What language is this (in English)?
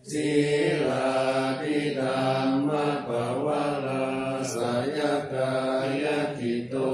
Pali